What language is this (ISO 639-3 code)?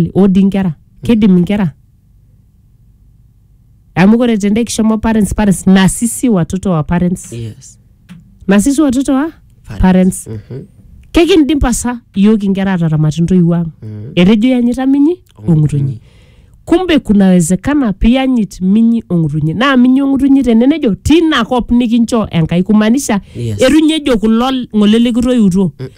mas